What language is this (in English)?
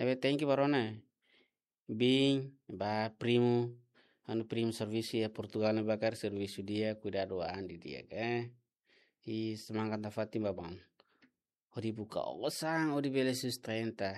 Tetum